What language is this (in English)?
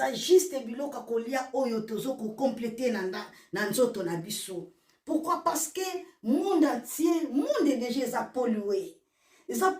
Lingala